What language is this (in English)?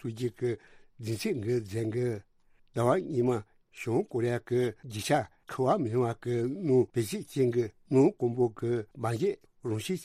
Tibetan